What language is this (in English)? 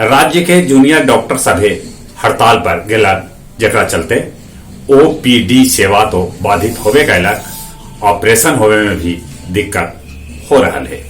Magahi